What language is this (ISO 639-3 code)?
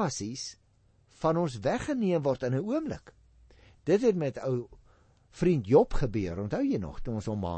afr